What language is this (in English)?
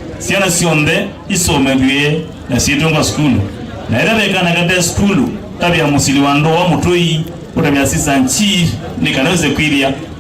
Kamba